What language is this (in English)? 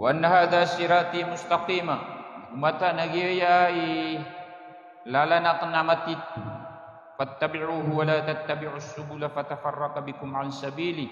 Maranao